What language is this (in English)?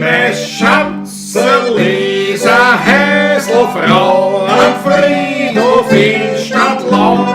Bavarian